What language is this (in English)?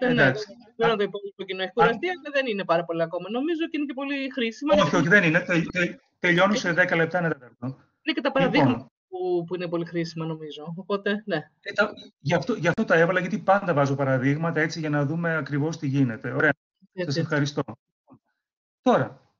Greek